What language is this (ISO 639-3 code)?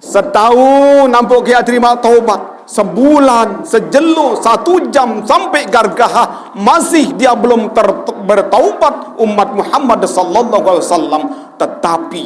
sas